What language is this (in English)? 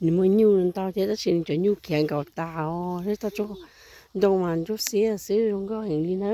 Hmong